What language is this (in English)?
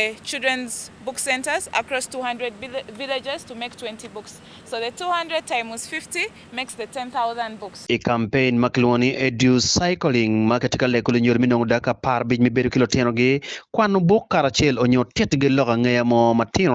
Acoli